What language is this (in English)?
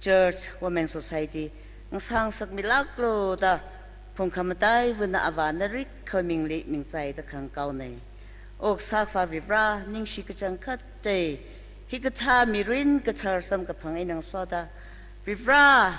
Tangkhul Naga (India)